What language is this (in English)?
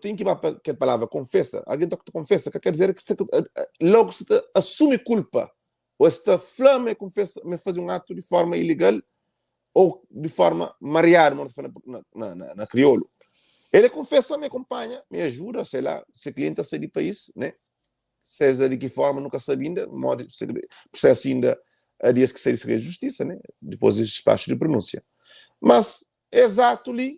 Kabuverdianu